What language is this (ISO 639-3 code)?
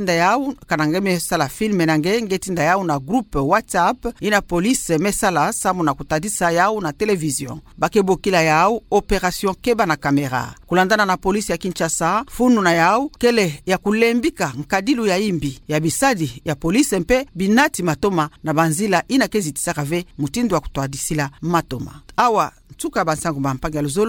ktu